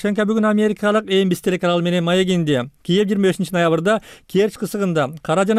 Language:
Kyrgyz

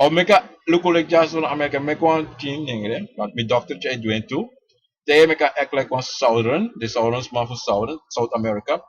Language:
Sranan Tongo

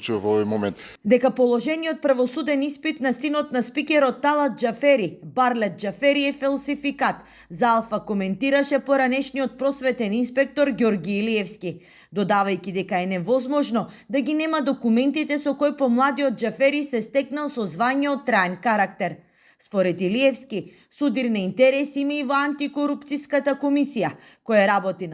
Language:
Macedonian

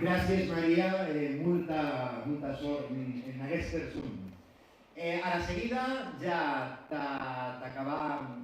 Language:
Occitan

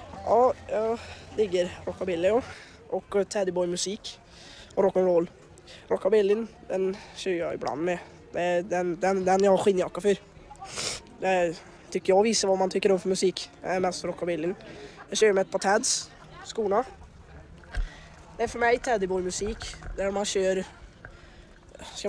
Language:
Swedish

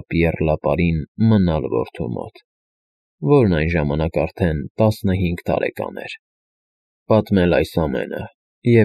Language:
Armenian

